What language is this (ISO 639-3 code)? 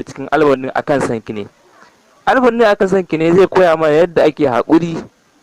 hau